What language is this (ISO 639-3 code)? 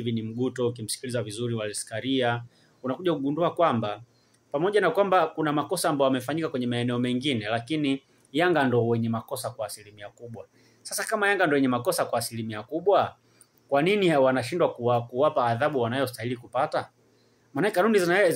swa